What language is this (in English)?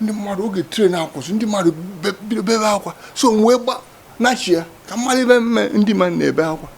Igbo